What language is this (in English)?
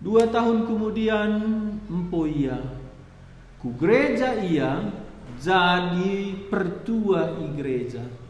Batak Karo